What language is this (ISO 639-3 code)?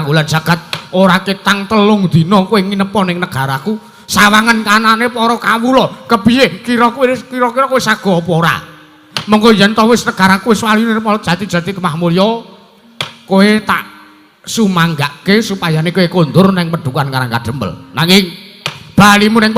jav